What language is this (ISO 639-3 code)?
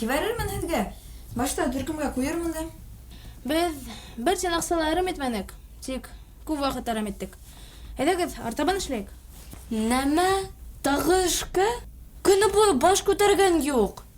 bak